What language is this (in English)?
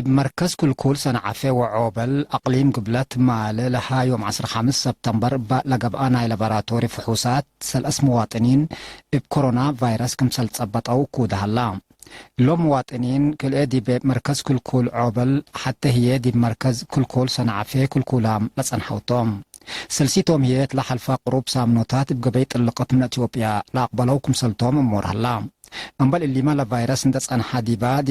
Tigre